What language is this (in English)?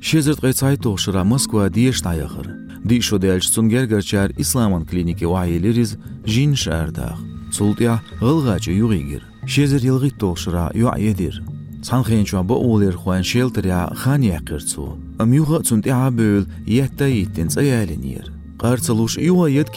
Chechen